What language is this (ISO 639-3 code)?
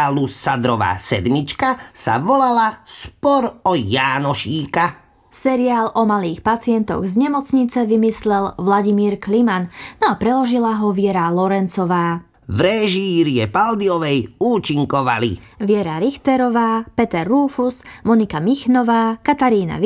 slk